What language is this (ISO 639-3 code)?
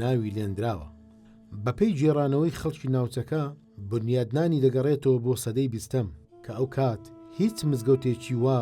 ckb